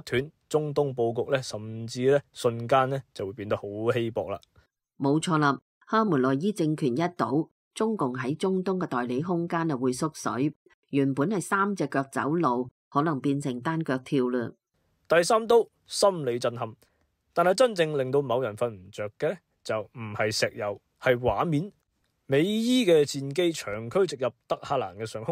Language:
Cantonese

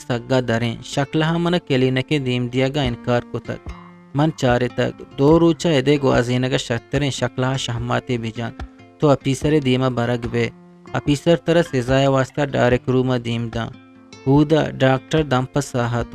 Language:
Eastern Balochi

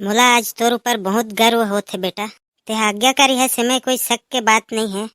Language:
Chhattisgarhi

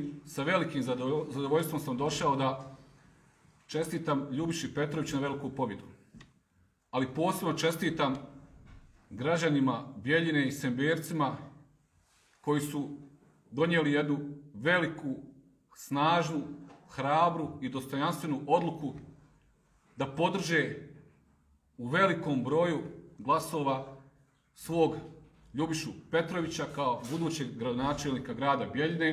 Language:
Serbian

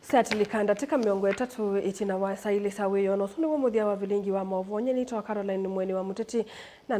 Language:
Kamba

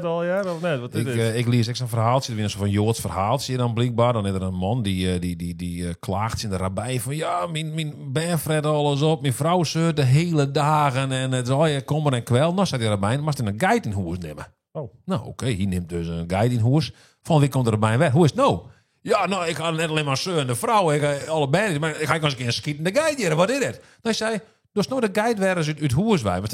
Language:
Western Frisian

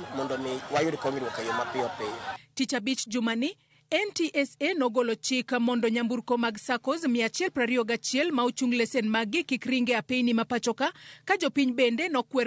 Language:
Luo (Kenya and Tanzania)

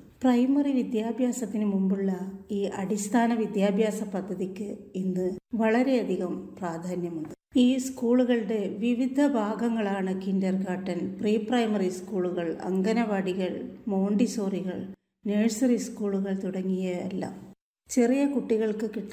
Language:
Malayalam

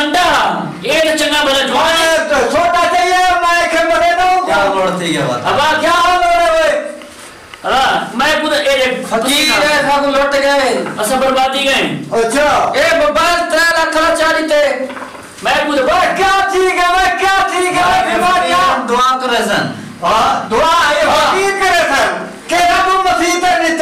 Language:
Saraiki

